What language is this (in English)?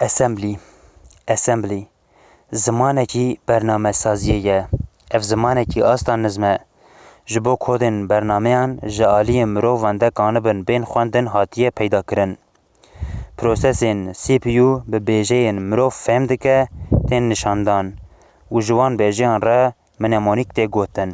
Kurdish